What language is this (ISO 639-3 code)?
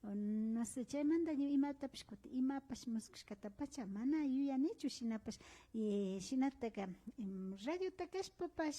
qvi